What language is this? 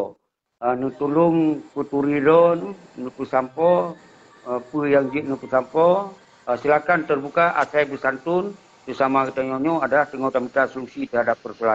Achinese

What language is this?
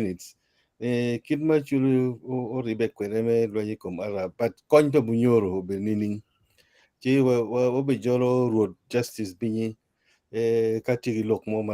Acoli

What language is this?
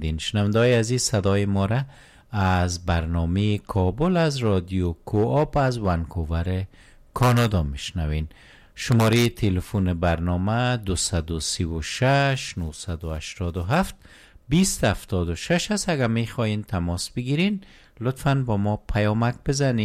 Persian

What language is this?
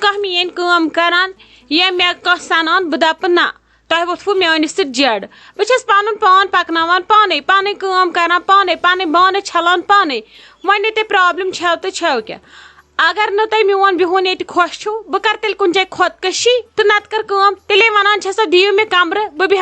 Kashmiri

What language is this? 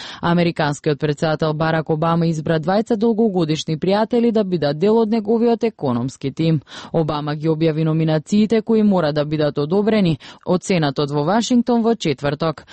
Macedonian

